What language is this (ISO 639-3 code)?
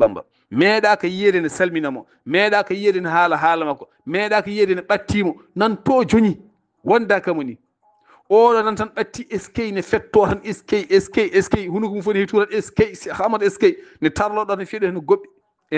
ful